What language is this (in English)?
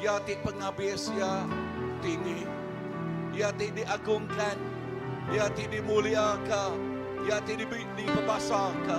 Iban